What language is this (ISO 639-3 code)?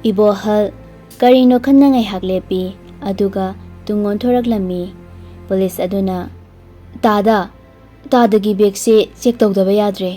mni